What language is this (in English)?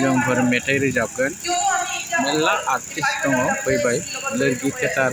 Bodo